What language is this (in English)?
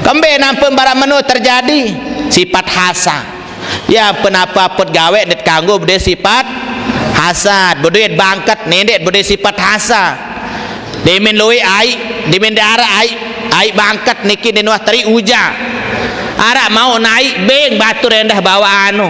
Sasak